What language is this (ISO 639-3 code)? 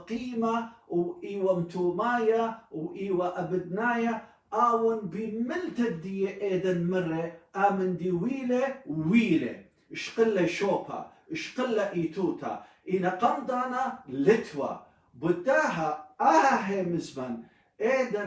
aii